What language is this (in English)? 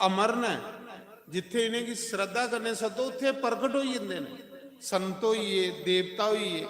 Dogri